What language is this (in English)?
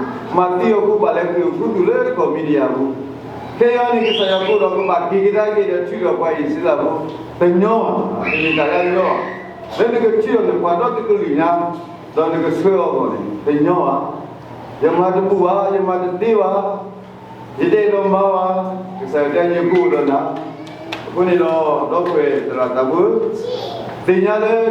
S'gaw Karen